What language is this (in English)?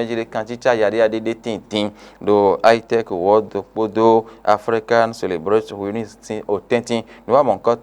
Fon